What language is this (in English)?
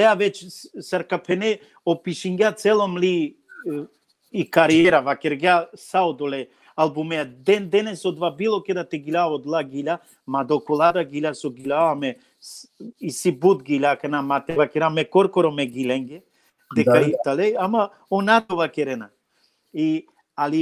Balkan Romani